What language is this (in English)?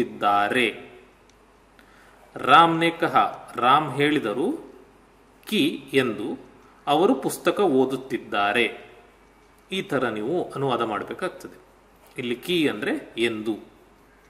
Kannada